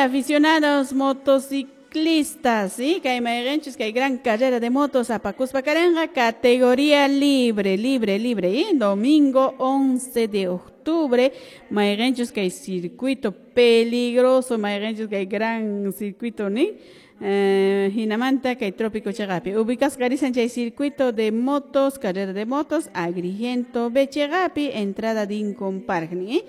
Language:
Quechua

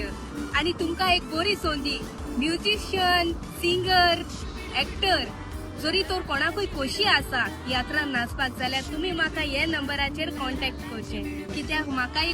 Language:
Konkani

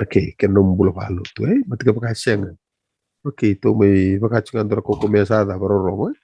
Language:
Fijian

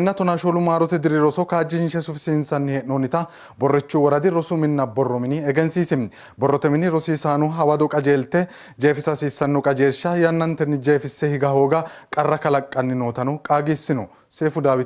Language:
Sidamo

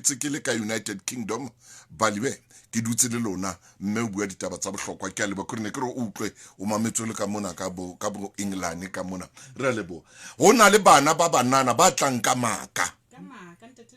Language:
Southern Sotho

